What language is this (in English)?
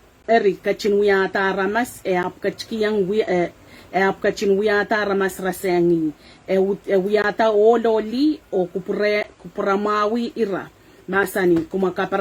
Pohnpeian